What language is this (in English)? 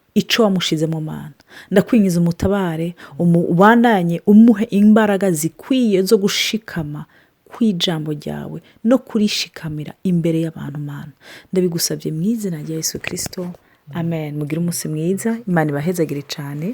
Rundi